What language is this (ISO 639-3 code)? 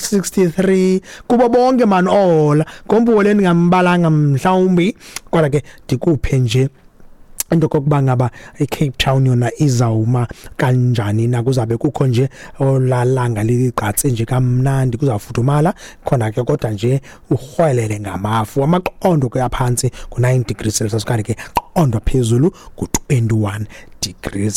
xho